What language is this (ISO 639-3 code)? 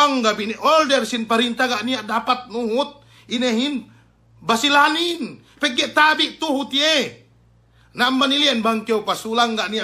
yka